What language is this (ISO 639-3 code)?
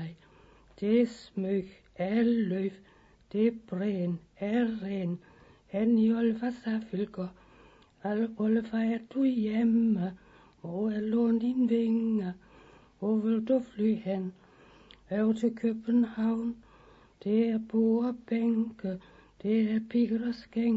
dan